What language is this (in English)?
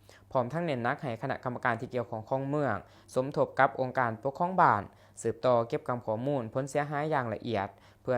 Lao